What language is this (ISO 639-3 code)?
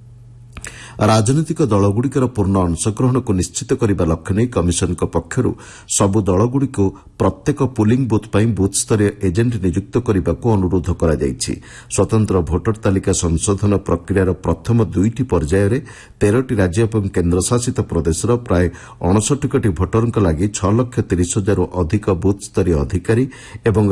ori